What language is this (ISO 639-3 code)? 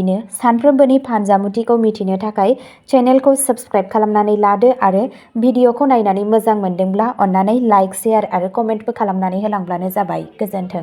brx